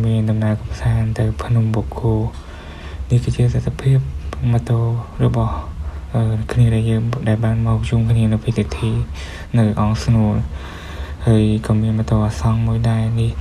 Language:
Khmer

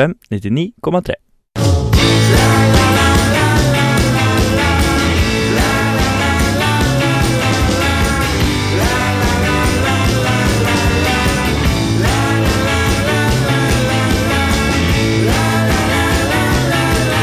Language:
Norwegian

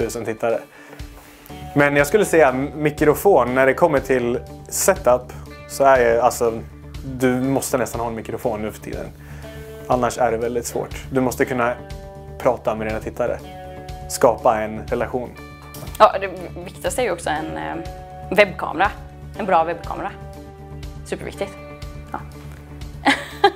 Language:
Swedish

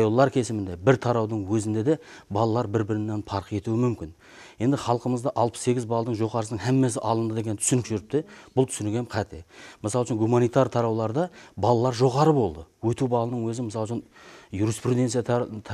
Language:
Kara-Kalpak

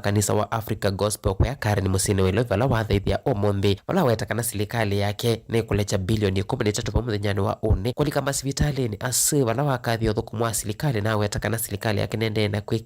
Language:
Kamba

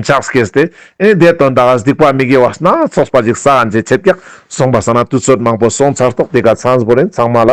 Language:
Ladakhi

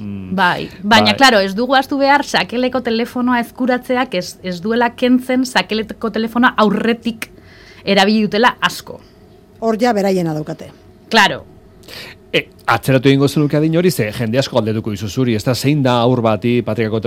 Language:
Basque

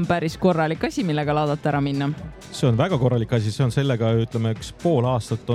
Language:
Estonian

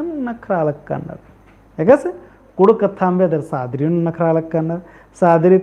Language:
Kurukh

